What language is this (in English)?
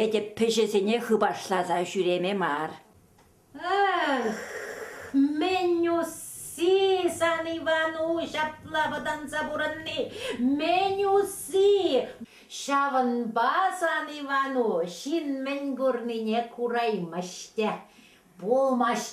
Chuvash